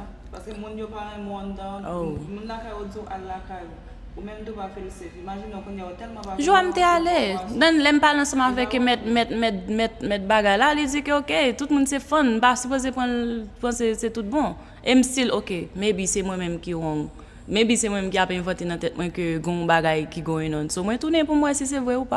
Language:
Haitian Creole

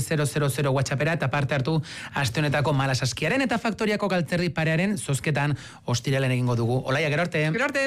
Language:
Basque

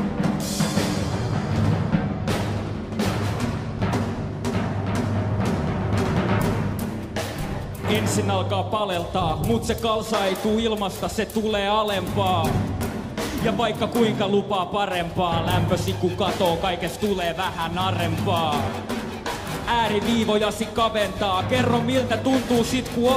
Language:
Finnish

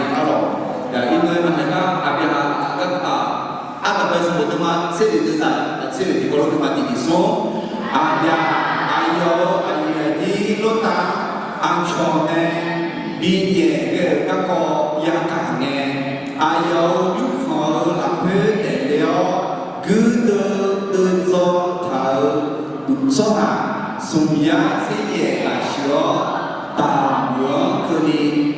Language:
Akha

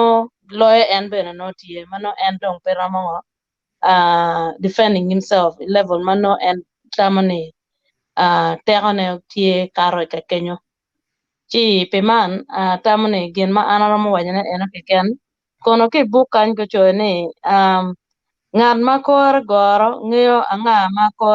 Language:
Acoli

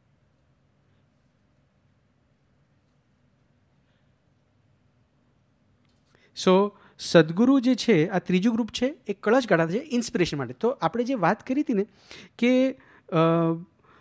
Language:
Gujarati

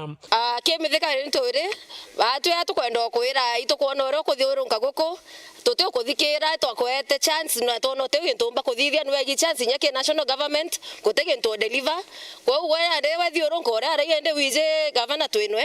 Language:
Meru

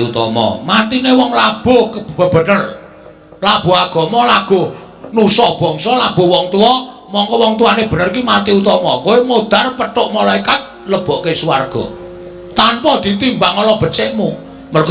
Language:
Javanese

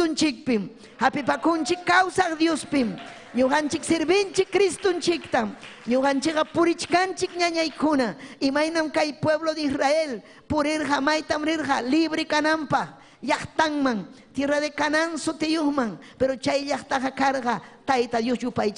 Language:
Ayacucho Quechua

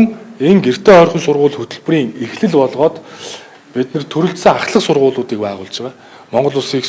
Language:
Mongolian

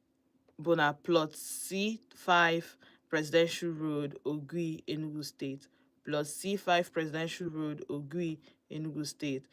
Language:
Igbo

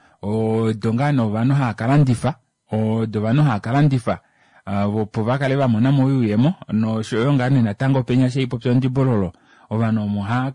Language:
Kuanyama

